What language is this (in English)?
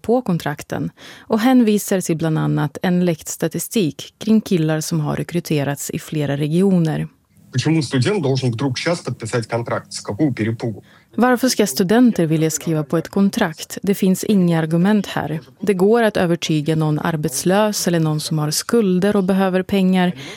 Swedish